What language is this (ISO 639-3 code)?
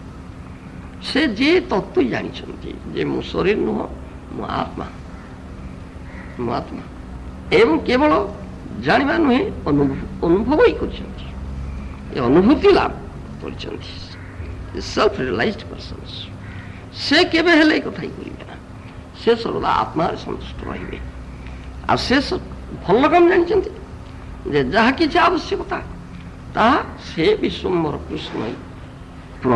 ori